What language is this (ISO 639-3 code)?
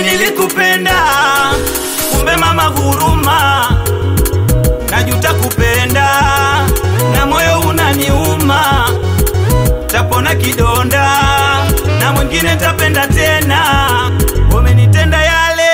swa